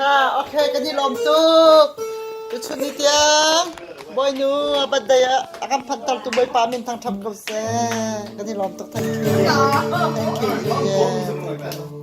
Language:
Hakha Chin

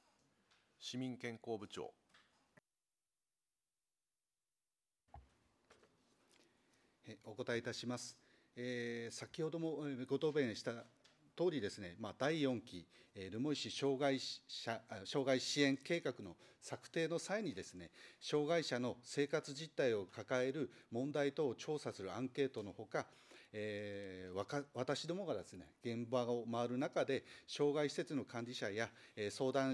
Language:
Japanese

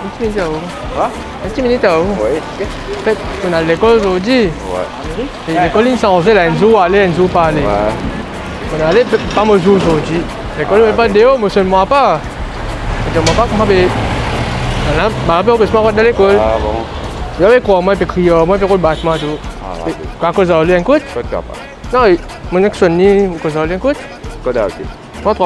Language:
Morisyen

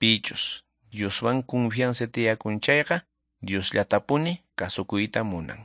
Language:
Quechua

